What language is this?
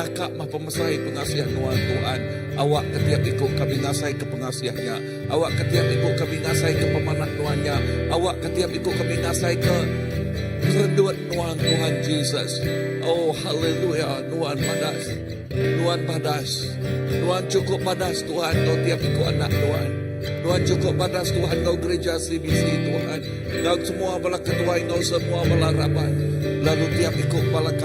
Iban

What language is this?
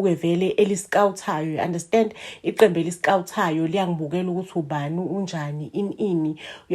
Zulu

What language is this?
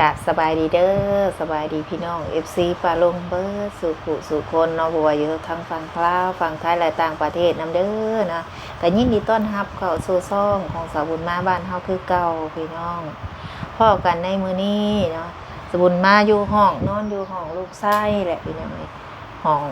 Lao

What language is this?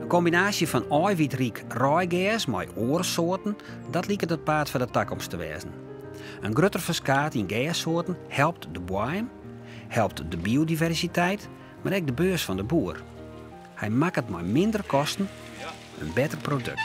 Western Frisian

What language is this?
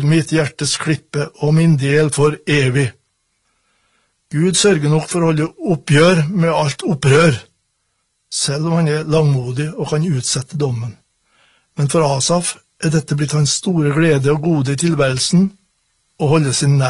Norwegian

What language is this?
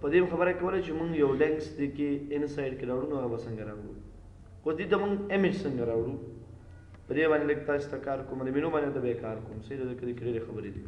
Pashto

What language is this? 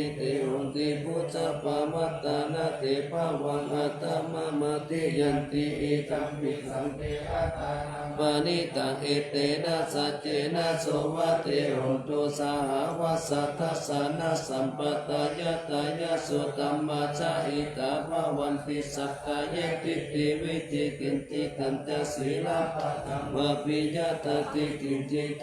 Pali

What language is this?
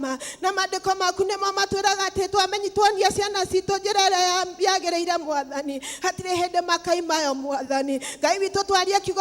Kikuyu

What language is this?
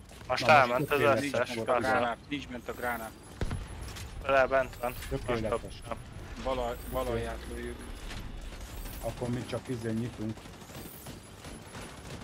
Hungarian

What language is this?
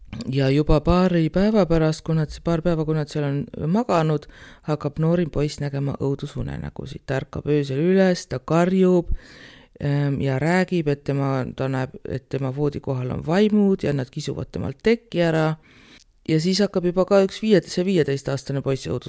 Estonian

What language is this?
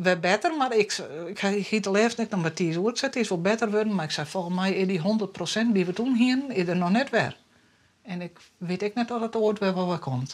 Western Frisian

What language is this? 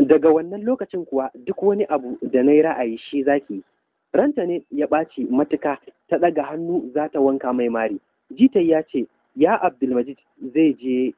Hausa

